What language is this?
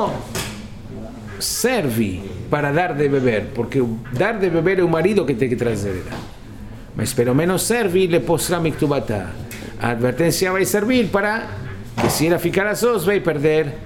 Portuguese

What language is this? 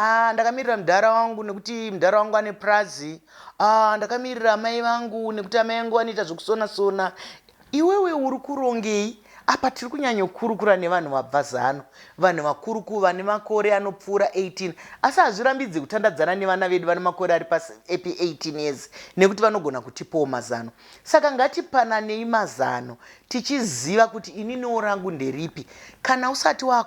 Shona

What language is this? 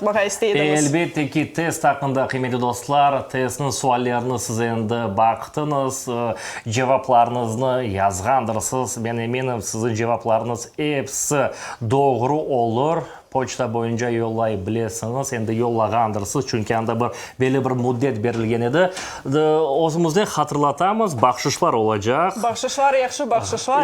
Crimean Tatar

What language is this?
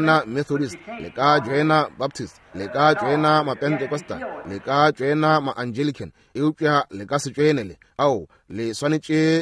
Northern Sotho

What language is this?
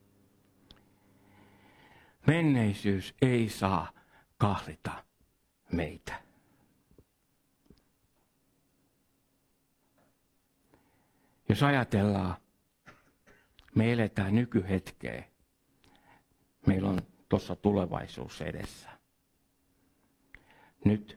Finnish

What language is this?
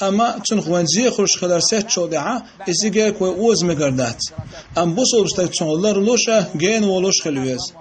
Chechen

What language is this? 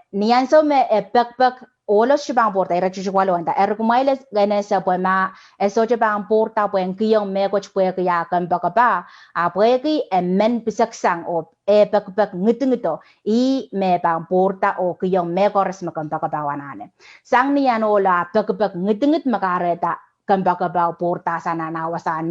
Pohnpeian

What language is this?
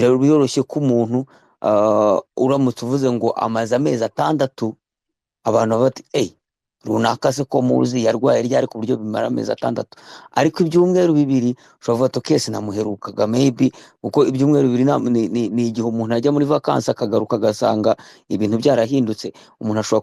Kinyarwanda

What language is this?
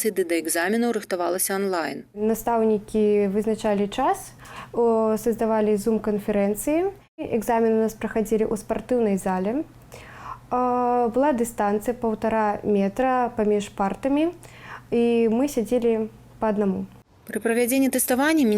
Belarusian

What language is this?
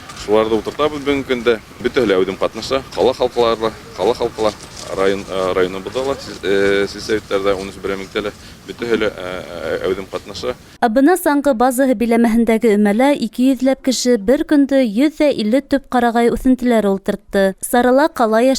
Bashkir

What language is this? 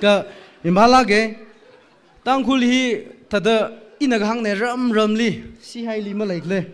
Tangkhul Naga (India)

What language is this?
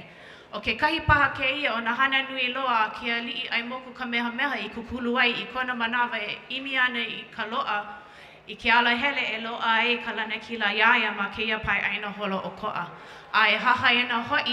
Hawaiian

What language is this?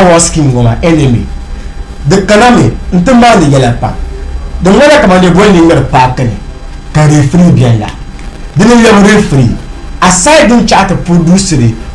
Dagbani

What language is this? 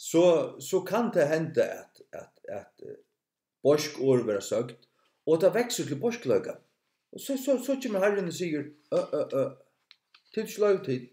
Faroese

